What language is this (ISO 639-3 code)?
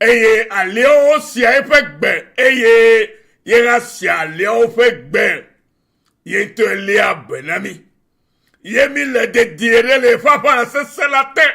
ewe